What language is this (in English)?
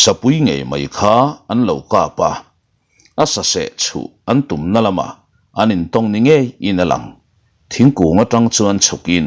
Mizo